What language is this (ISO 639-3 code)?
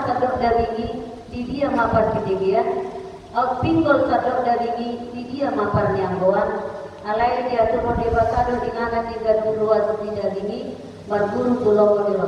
bbc